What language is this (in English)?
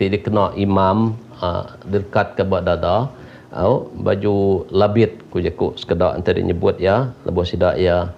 Iban